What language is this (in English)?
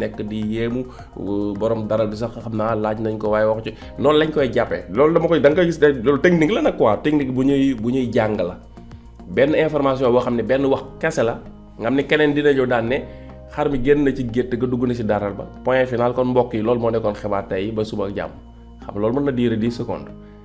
Wolof